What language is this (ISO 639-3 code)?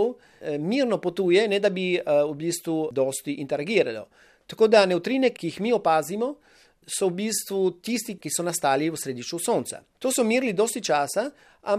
slv